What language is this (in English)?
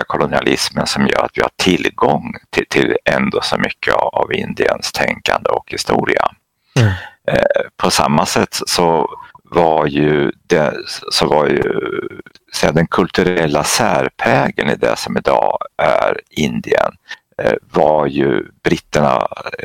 Swedish